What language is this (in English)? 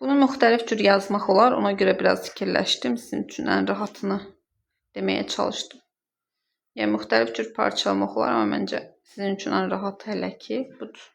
Azerbaijani